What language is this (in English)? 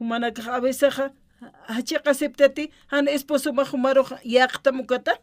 Aymara